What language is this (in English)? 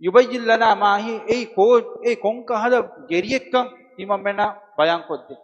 Divehi